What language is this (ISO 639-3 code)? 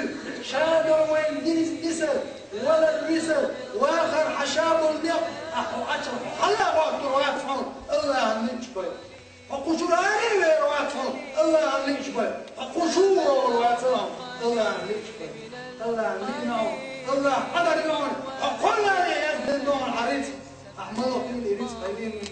che